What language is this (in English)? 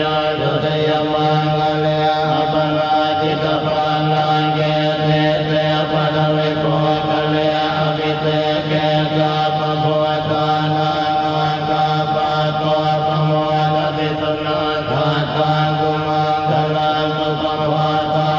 Pali